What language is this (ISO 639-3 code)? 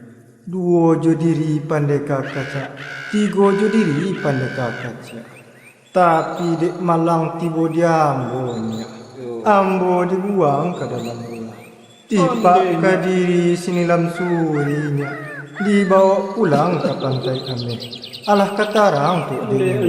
min